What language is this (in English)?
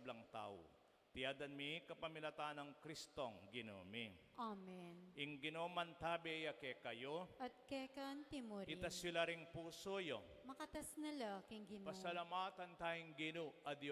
Pampanga